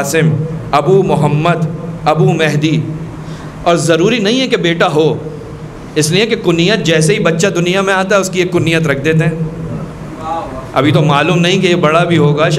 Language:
Urdu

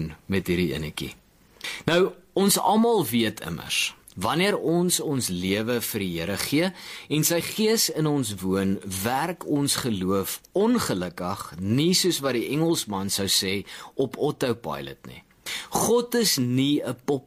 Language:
Afrikaans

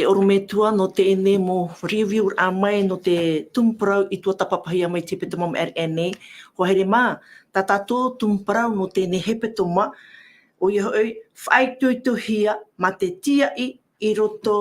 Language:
Tahitian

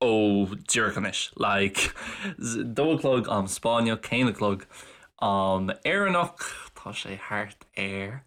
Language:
Irish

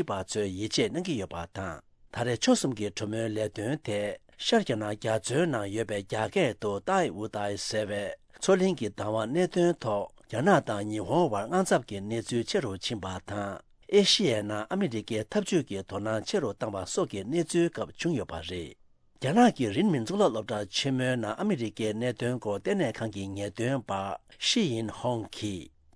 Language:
Tibetan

